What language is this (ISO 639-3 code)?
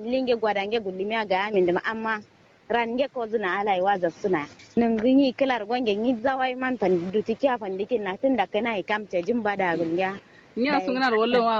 kau